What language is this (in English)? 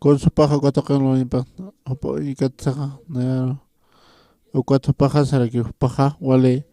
Aymara